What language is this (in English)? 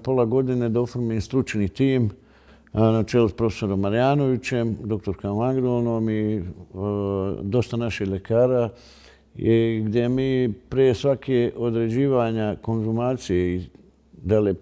Serbian